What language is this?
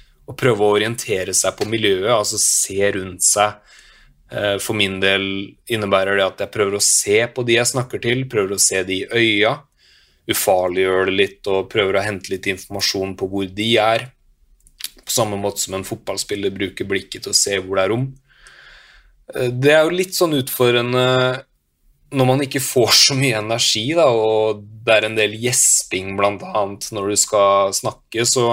Norwegian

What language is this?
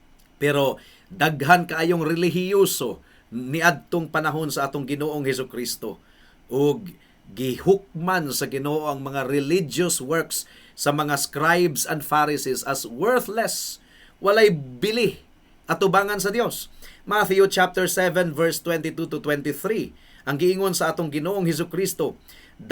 Cebuano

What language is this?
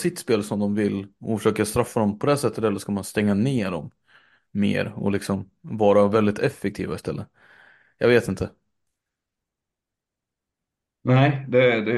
Swedish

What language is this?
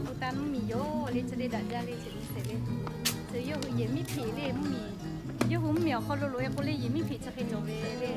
Lahu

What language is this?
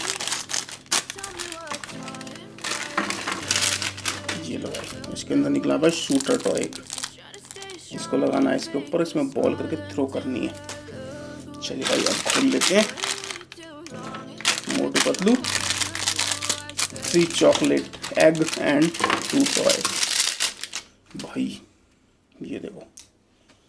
Hindi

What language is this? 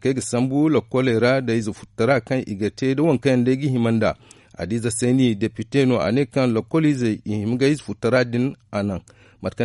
Zarma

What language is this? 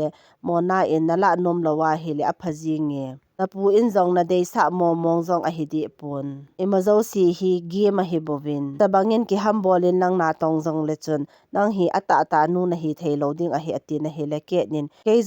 Thado Chin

